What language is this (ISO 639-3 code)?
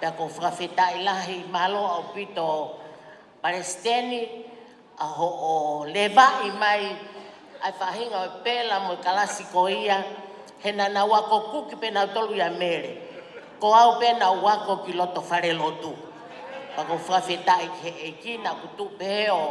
ton